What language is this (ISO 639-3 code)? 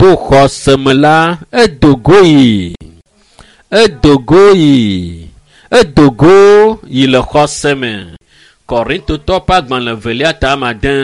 ewe